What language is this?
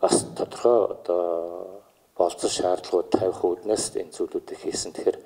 Mongolian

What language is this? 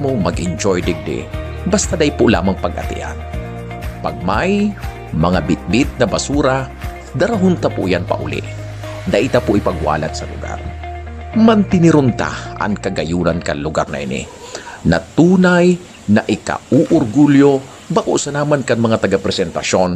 Bikol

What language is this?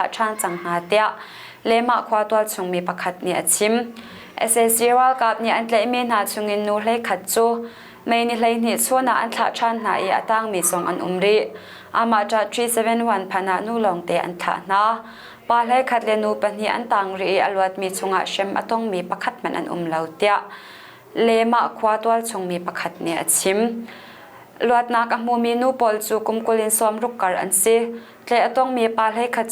Hakha Chin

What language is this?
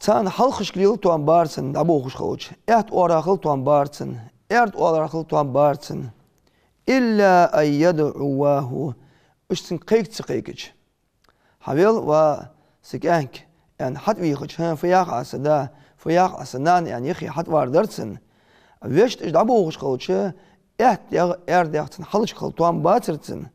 Ingush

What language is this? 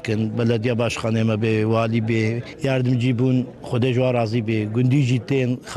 Kurdish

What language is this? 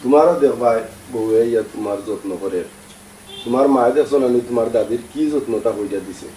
Sylheti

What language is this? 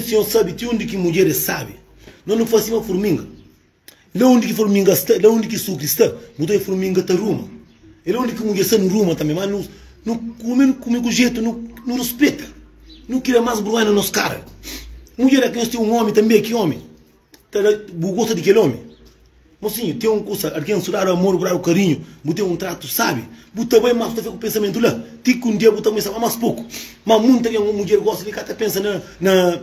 Kabuverdianu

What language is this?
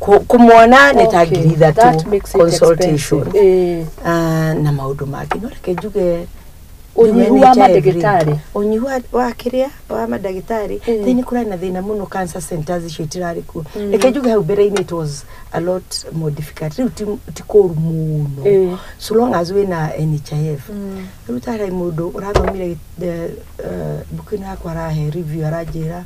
Kikuyu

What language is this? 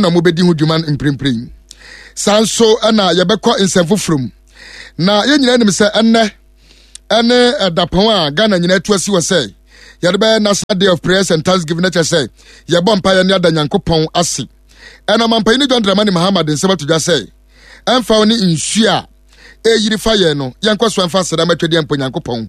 Akan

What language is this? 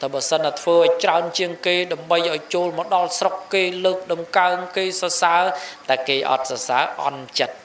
Khmer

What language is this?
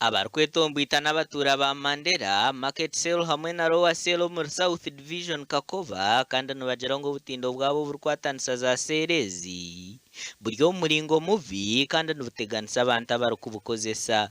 Nyankole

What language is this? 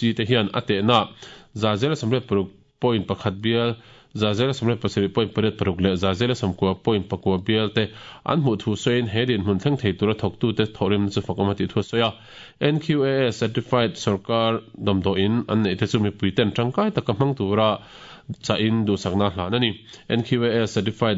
Mizo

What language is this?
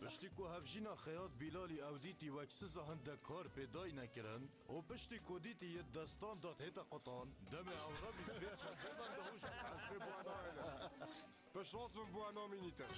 Kurdish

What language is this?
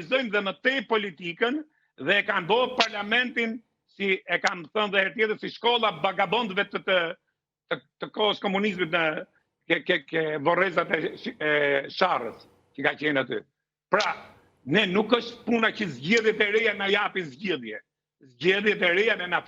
Albanian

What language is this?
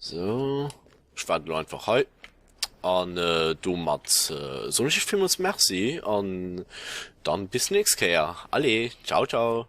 Luxembourgish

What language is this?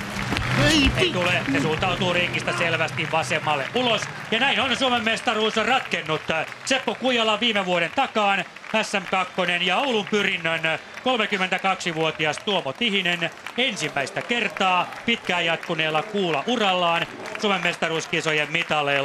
Finnish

